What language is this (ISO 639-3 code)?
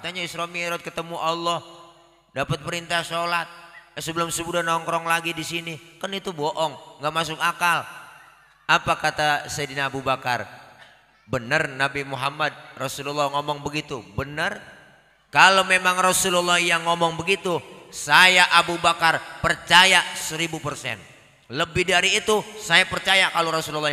bew